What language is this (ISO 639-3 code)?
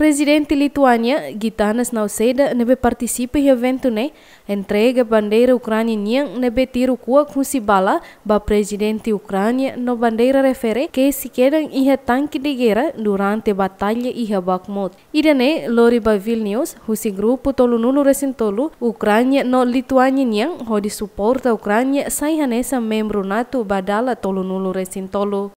tet